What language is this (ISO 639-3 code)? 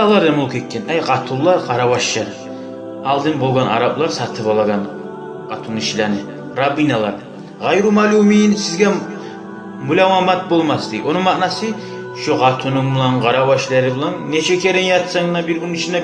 kum